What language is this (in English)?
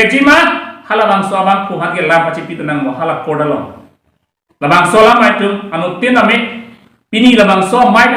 Karbi